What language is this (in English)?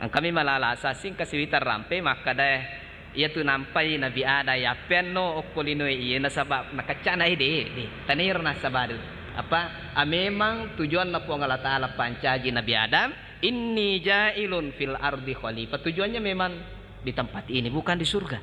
Buginese